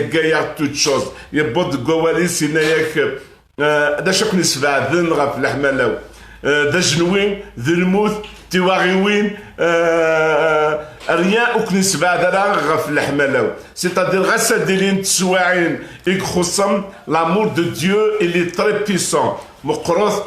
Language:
Kabyle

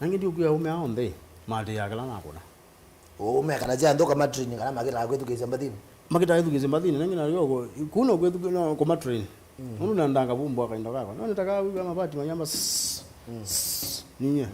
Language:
Kamba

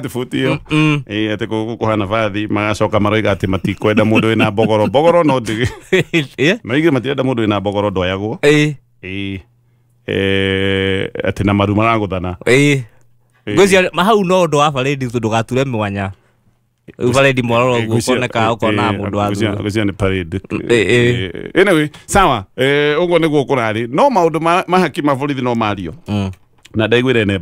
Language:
Kikuyu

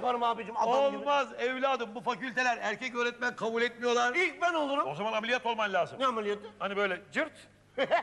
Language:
Turkish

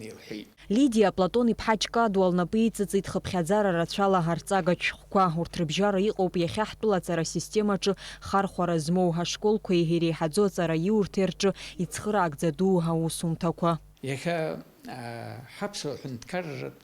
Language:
Abkhazian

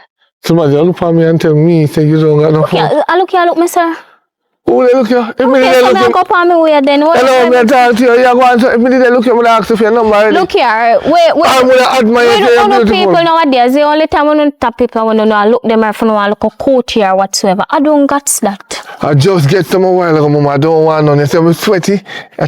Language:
Jamaican Creole English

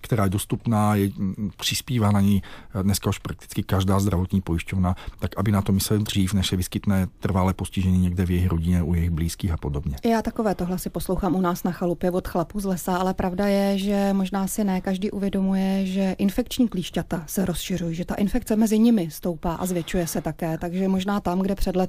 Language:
Czech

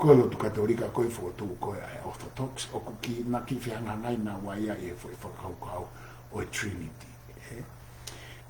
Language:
Tongan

